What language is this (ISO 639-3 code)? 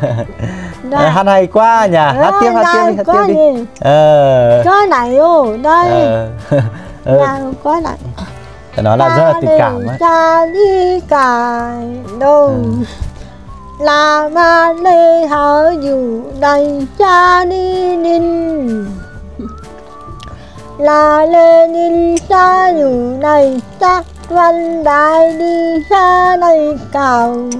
vie